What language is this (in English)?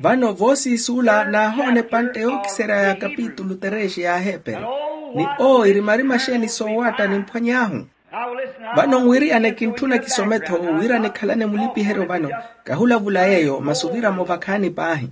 Makhuwa